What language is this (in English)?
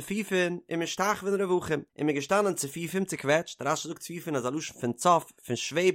Yiddish